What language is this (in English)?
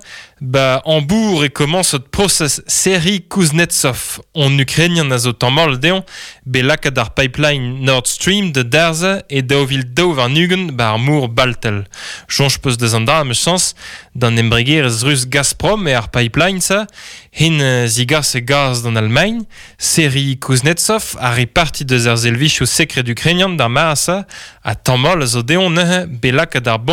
Breton